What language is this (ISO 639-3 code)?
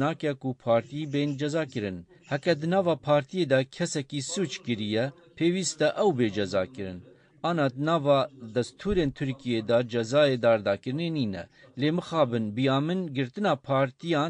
kur